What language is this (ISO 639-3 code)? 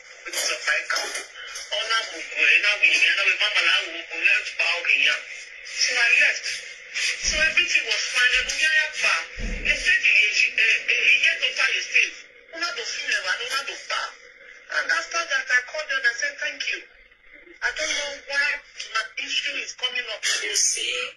pcm